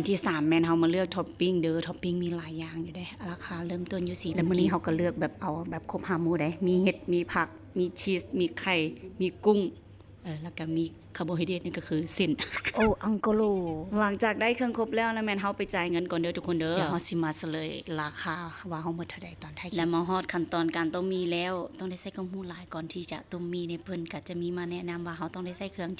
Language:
Lao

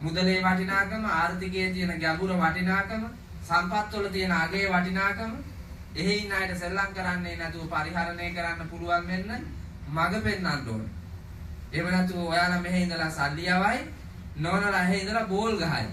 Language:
Sinhala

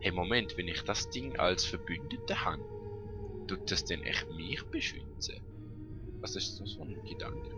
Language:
Swiss German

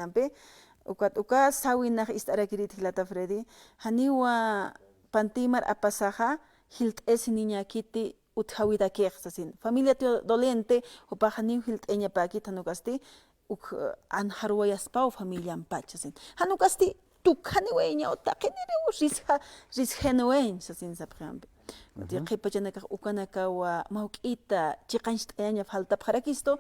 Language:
Aymara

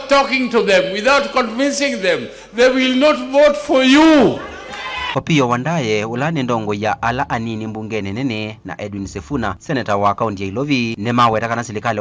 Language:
Kamba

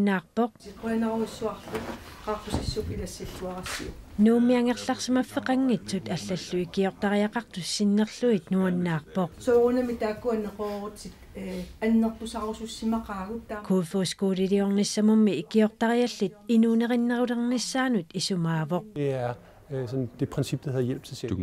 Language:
Kalaallisut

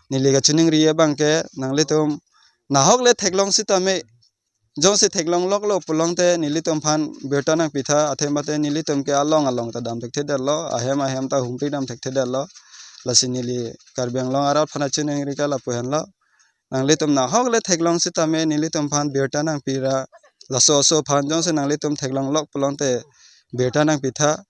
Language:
Karbi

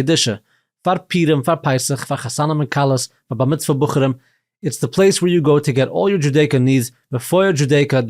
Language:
Yiddish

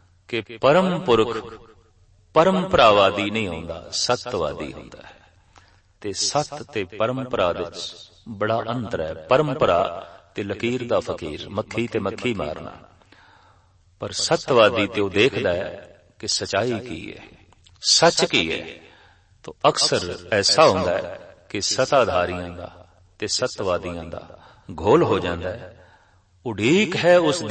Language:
Punjabi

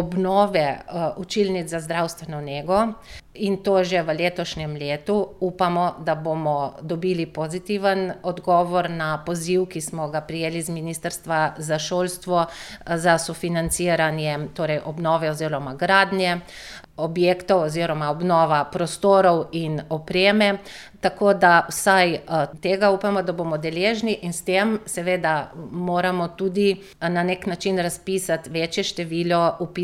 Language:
Slovenian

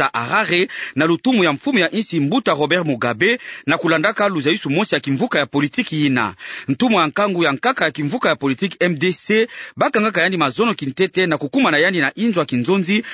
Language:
Kituba (Democratic Republic of Congo)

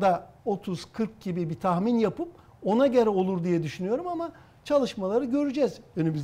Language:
Turkish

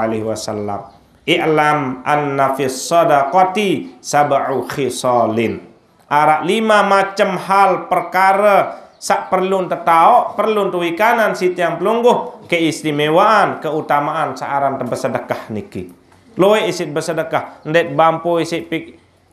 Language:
Sasak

